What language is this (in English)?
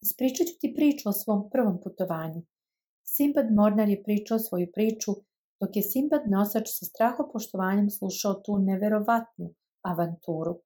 Serbian